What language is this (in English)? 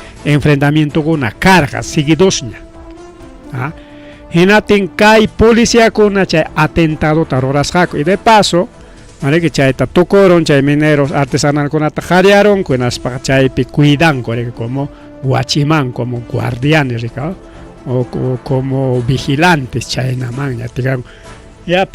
Ayacucho Quechua